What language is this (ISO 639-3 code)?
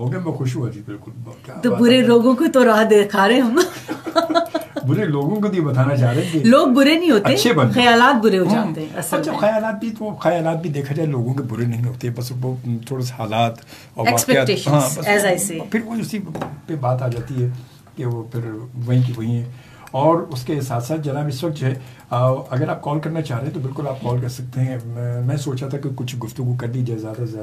urd